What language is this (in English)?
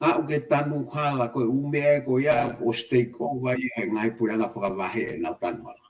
Tongan